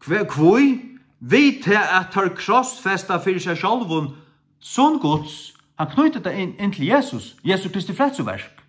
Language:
Faroese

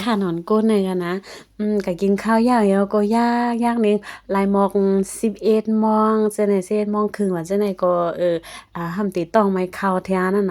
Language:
Shan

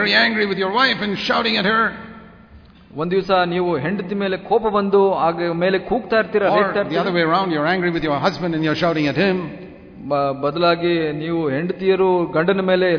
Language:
Kannada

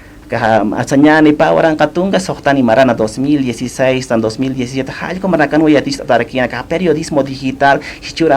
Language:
Aymara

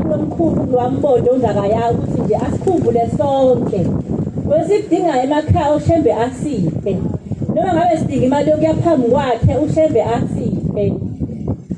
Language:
Zulu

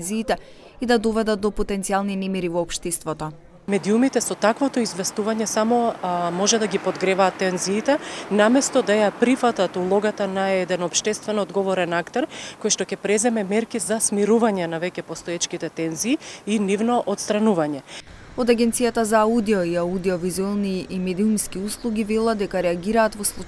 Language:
Macedonian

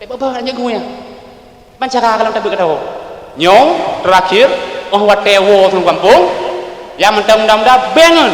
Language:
Achinese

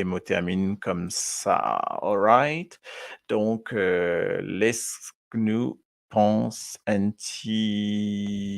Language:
Morisyen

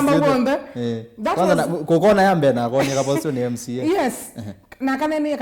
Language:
Kamba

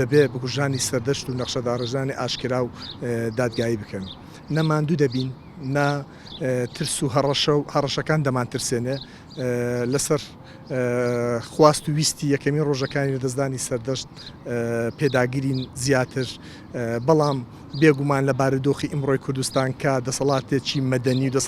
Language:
Central Kurdish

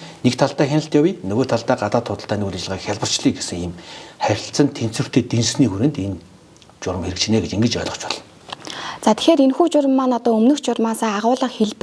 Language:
Mongolian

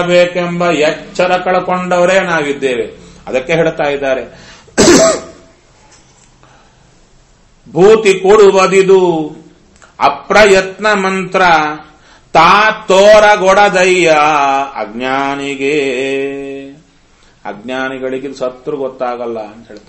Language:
Kannada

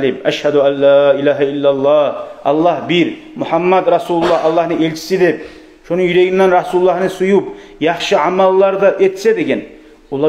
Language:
Kumyk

